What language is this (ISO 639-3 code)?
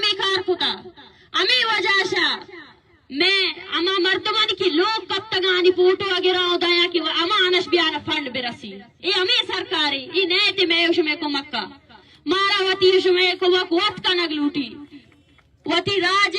bal